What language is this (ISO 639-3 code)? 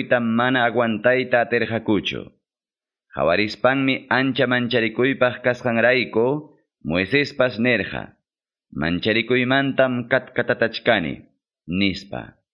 que